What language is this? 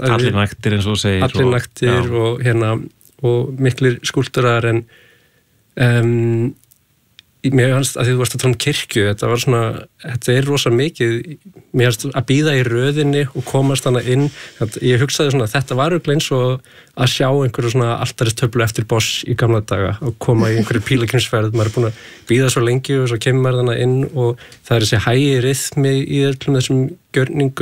Icelandic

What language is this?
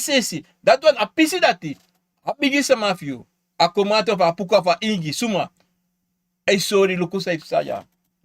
Sranan Tongo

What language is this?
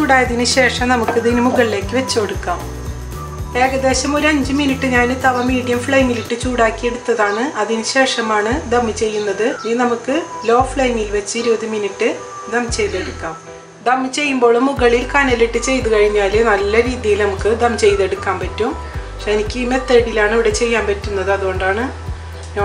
Malayalam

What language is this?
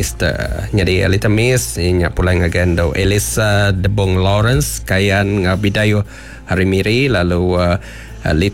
Iban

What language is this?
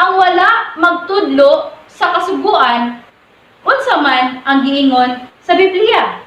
Cebuano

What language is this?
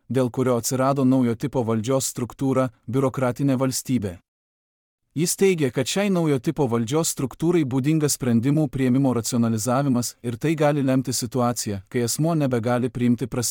Lithuanian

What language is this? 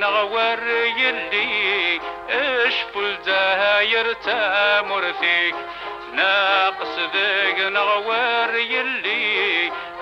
Kabyle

